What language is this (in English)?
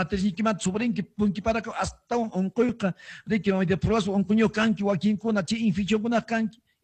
Quechua